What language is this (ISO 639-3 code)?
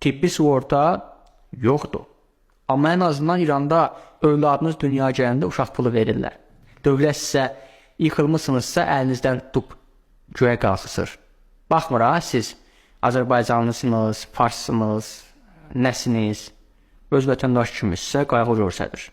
aze